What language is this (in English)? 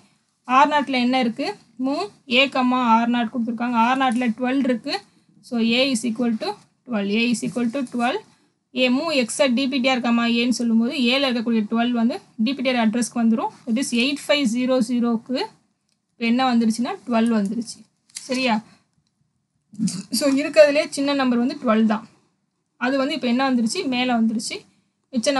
Tamil